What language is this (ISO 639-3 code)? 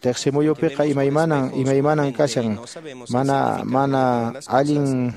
que